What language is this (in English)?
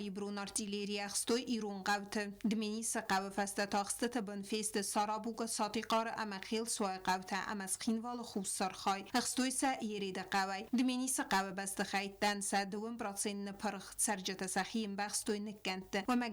Ossetic